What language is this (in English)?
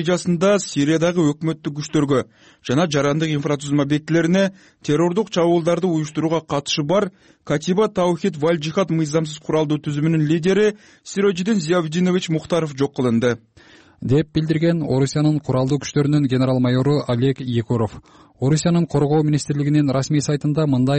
Kyrgyz